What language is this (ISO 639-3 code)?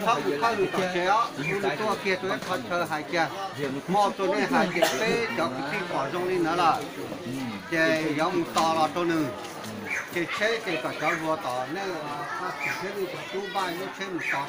hmn